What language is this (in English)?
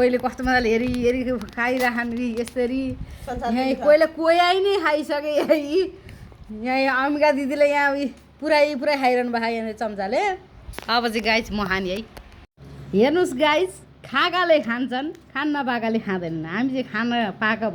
Nepali